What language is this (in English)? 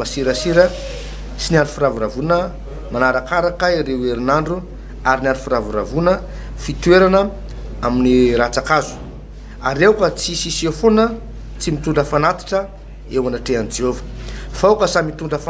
Malagasy